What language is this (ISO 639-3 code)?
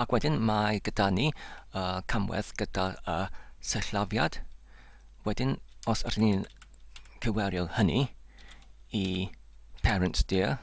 cym